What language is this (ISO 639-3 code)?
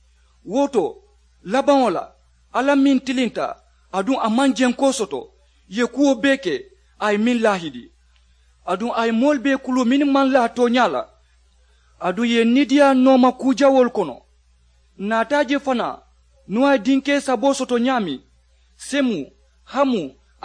man